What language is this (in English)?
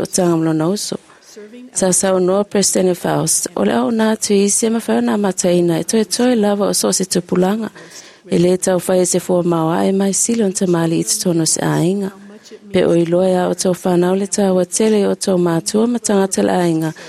Samoan